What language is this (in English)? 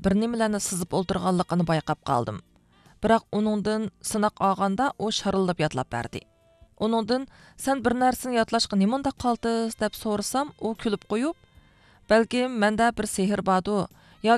Uyghur